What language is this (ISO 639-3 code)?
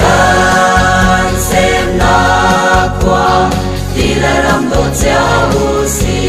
cnh